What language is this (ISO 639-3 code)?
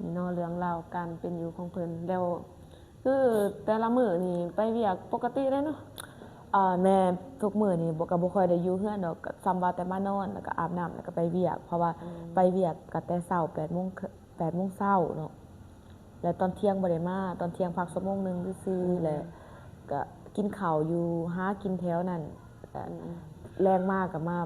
lao